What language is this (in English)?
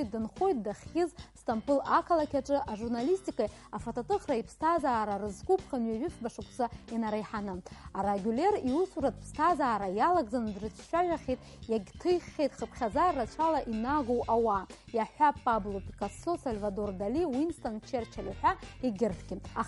Abkhazian